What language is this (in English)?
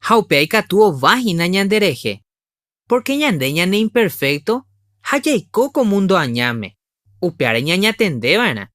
Guarani